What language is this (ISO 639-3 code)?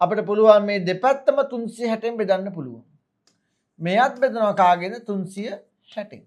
sin